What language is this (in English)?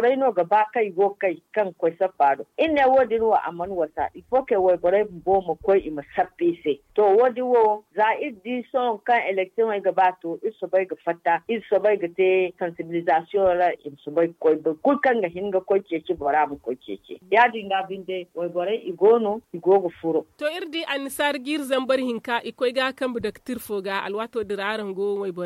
Zarma